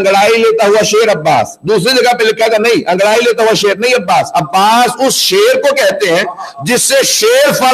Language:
Urdu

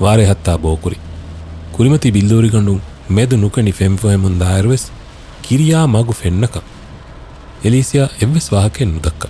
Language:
Divehi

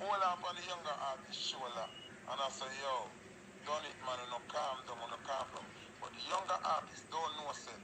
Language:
Jamaican Creole English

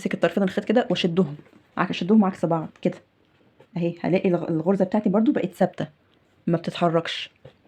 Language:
Egyptian Arabic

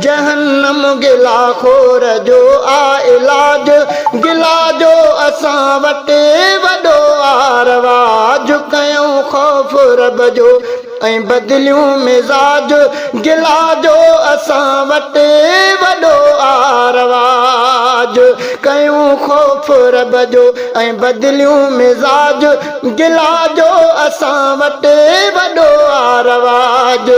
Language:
Sindhi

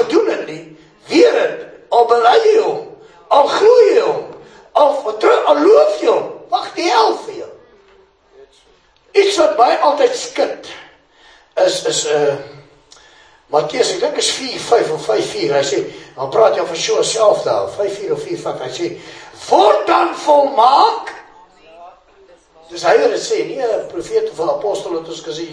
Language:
Afrikaans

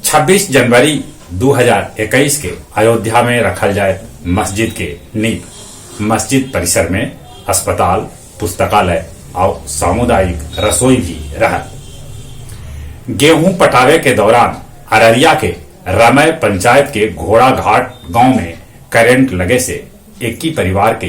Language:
Magahi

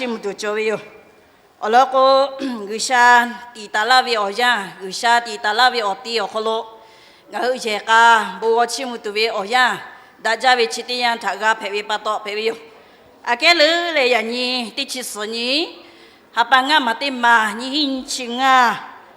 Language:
Lahu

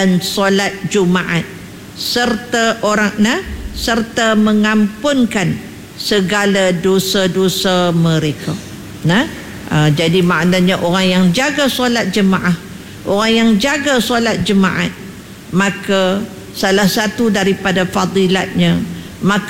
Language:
Malay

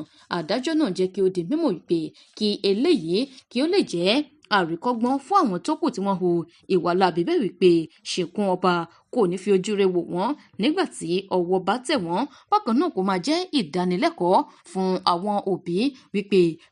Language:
Yoruba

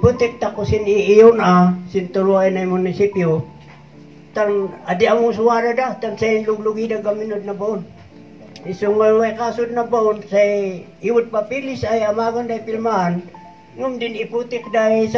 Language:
Kankanaey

